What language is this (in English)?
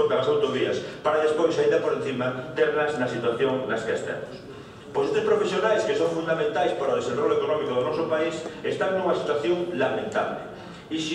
Galician